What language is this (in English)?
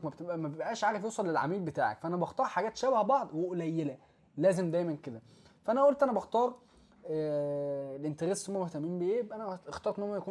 Egyptian Arabic